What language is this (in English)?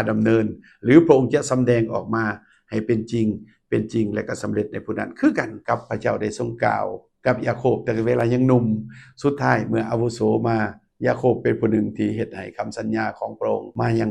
Lao